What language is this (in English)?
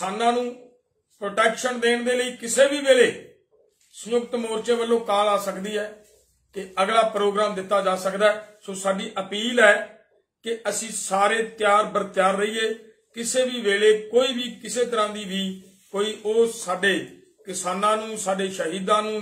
Punjabi